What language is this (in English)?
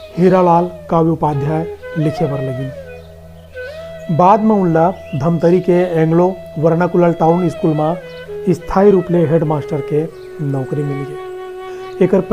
Chhattisgarhi